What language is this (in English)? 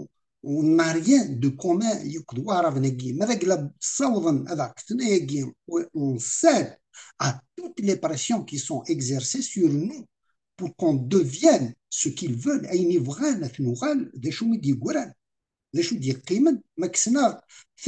Kabyle